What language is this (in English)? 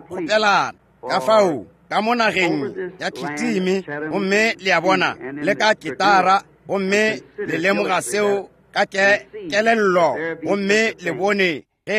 Northern Sotho